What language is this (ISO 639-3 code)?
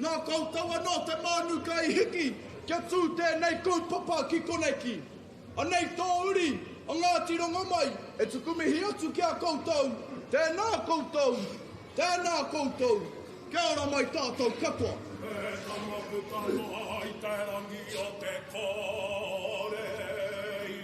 mri